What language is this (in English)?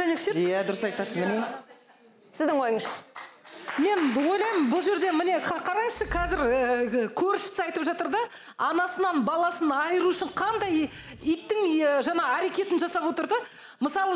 Kazakh